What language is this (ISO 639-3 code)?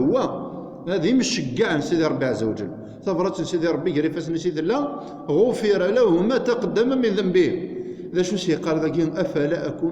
kab